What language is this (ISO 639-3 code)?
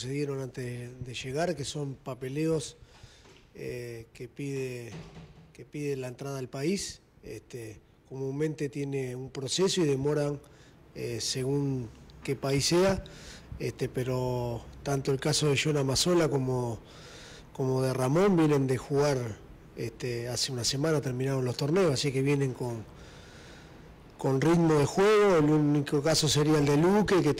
spa